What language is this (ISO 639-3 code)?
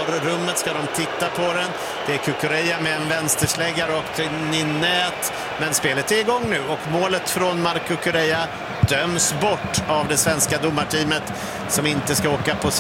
swe